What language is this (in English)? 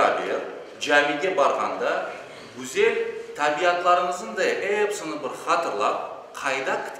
Crimean Tatar